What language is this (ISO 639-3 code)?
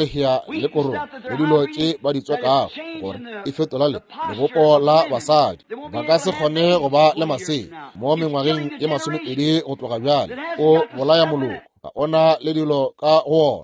nso